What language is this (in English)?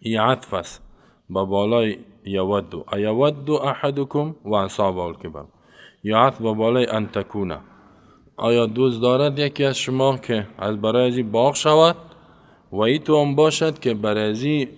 Persian